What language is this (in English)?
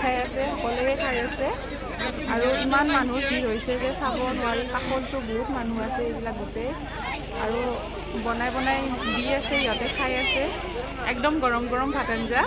Assamese